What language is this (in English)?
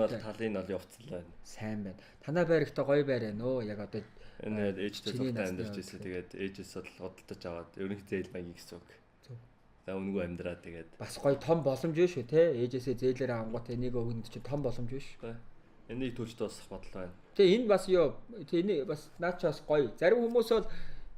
Mongolian